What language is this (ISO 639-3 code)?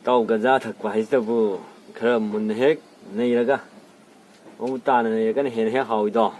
mni